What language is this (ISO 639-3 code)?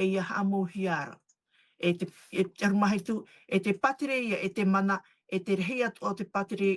tah